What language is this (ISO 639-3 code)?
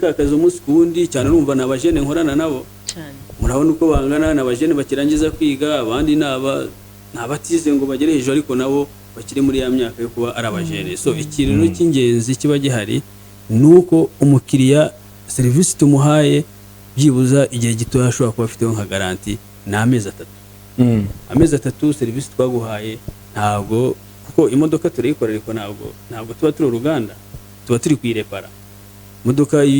kin